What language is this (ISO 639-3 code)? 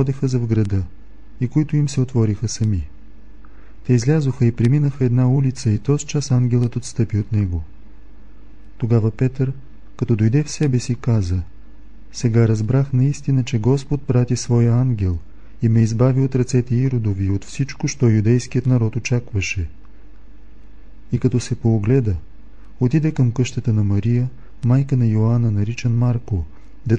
bul